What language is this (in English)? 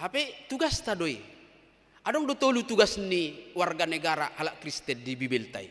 Batak Toba